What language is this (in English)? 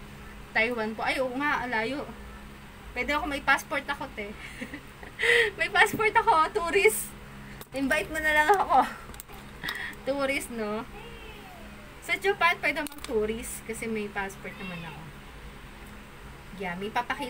Filipino